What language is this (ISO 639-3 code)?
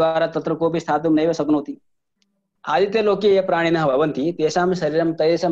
san